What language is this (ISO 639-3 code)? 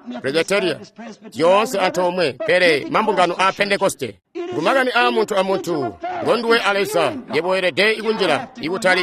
toi